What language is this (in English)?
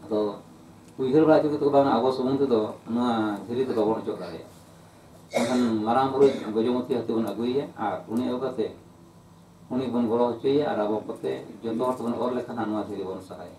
Santali